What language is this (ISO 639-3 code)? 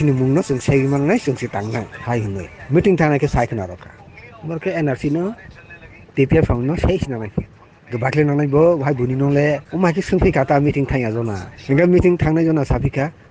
ria